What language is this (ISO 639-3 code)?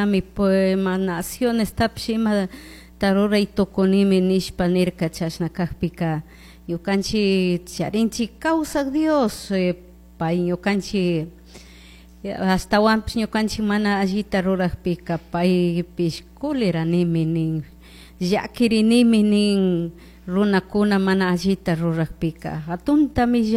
qug